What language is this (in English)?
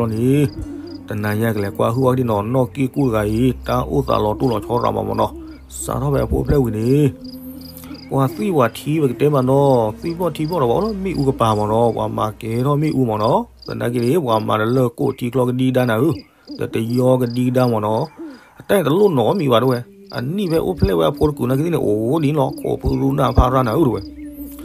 S'gaw Karen